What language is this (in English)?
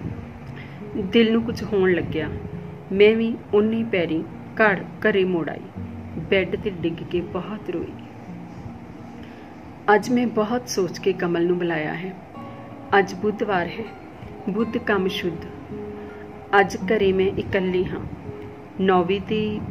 Punjabi